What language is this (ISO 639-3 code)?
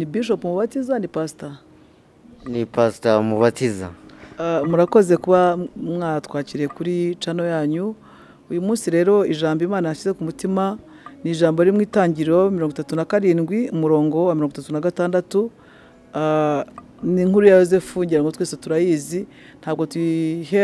kin